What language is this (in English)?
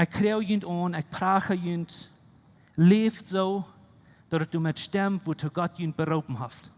Plautdietsch